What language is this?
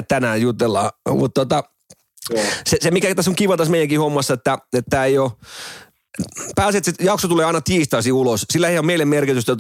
Finnish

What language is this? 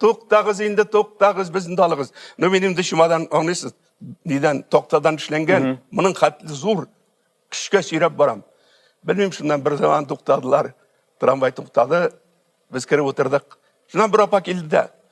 Tatar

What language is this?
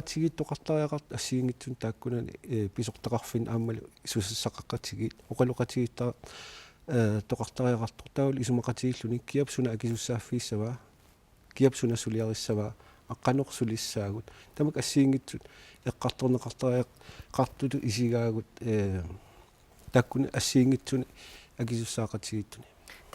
Kalaallisut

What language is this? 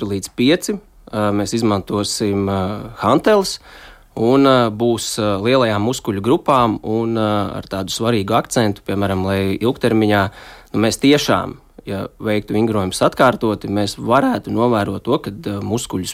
Latvian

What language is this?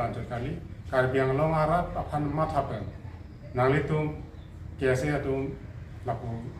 Karbi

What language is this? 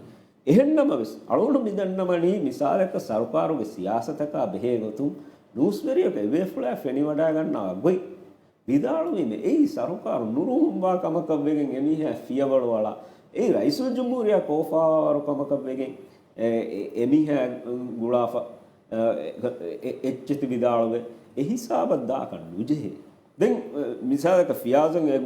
Divehi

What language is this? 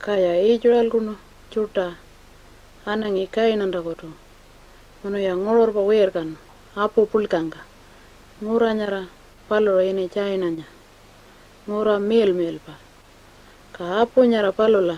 Pitjantjatjara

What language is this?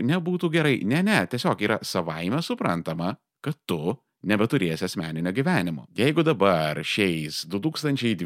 Lithuanian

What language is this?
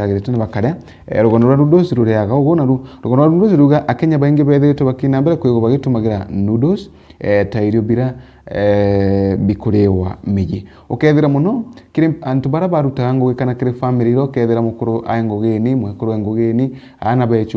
Meru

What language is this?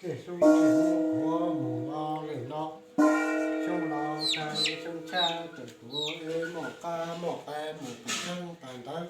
Hmong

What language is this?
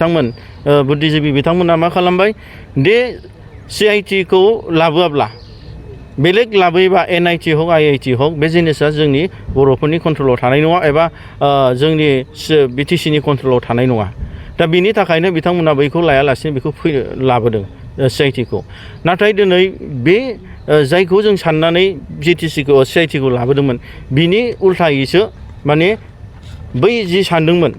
Bodo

